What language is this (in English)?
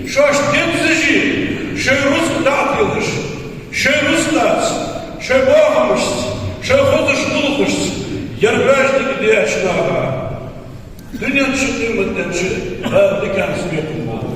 Ingush